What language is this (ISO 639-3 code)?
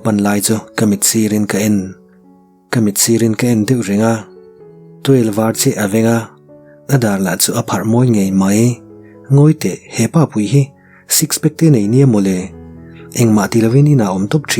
lus